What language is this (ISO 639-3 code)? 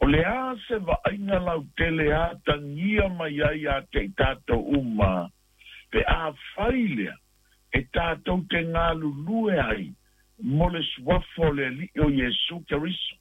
smo